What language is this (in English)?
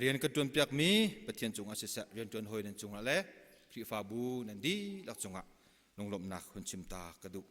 Hakha Chin